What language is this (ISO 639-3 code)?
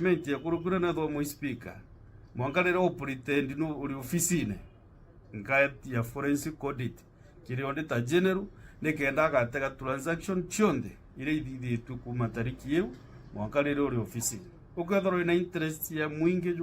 mer